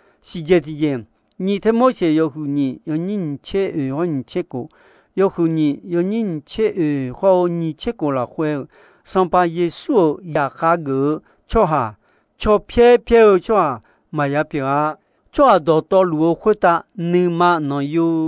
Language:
Akha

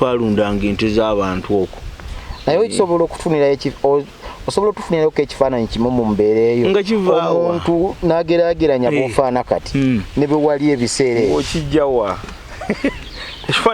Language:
Ganda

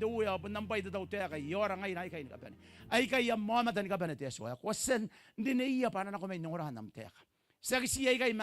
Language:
Gilbertese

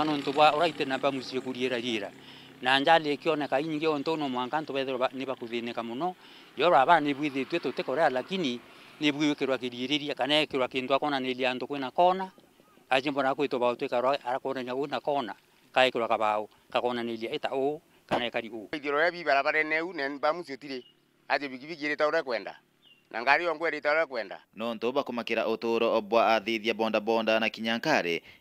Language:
Meru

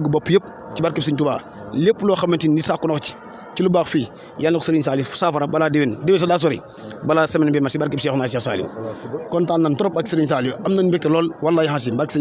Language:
Wolof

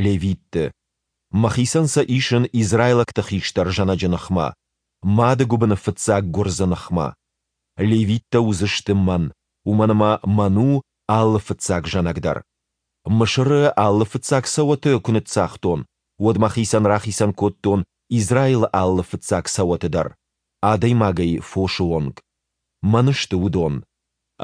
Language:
Ossetic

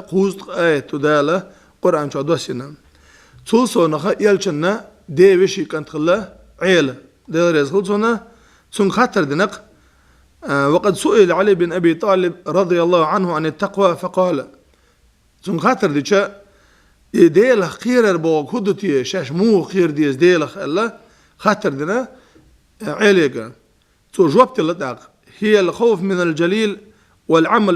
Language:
Chechen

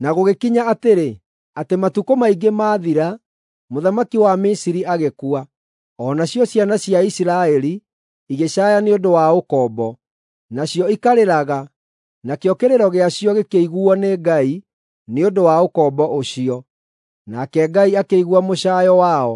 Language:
Kikuyu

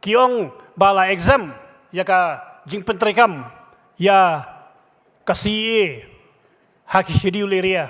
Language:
Khasi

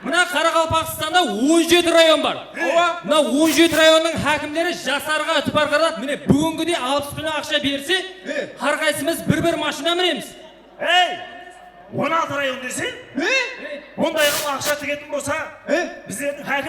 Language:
Kara-Kalpak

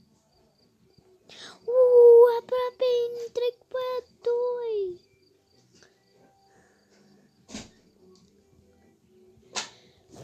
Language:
Romanian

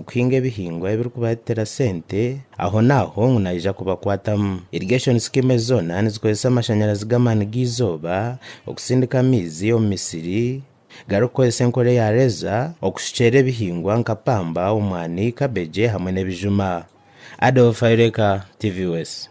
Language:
Nyankole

